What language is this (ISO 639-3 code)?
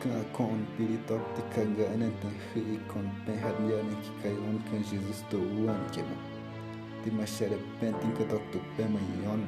kgp